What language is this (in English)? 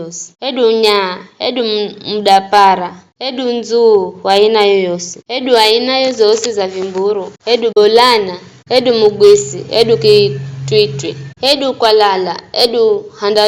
Giryama